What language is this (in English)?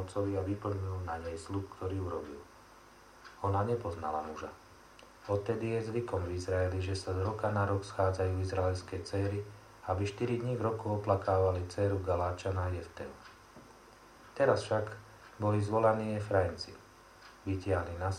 Slovak